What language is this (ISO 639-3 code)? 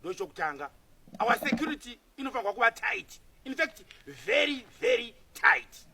sna